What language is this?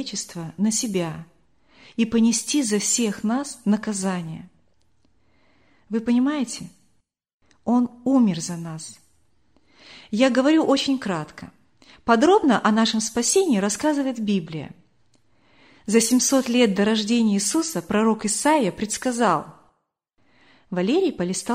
Russian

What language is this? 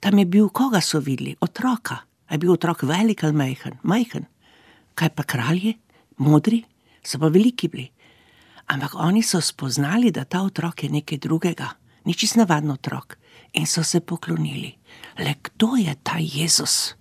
Slovenian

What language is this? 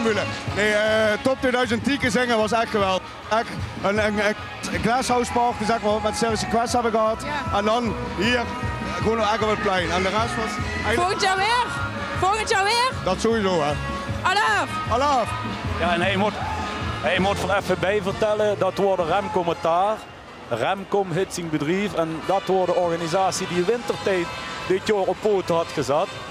Limburgish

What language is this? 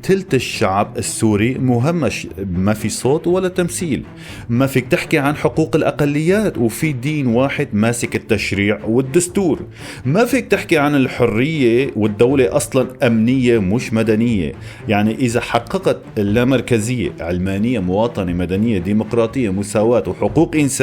North Levantine Arabic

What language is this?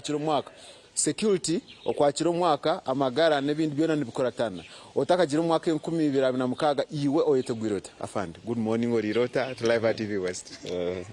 Nyankole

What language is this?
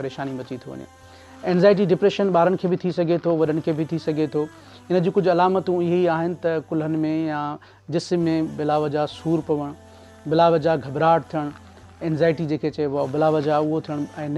Sindhi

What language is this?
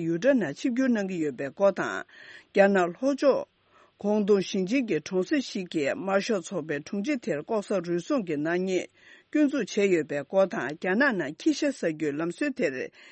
Tibetan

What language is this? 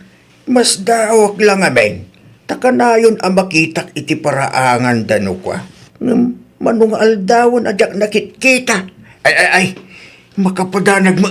Iloko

